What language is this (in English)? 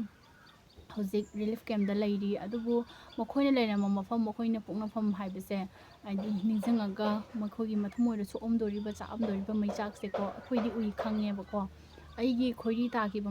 Manipuri